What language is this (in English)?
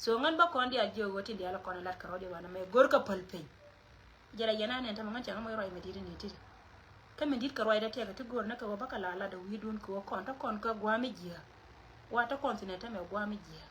Nuer